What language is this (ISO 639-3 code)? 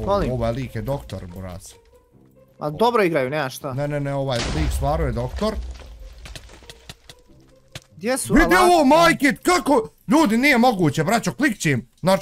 bos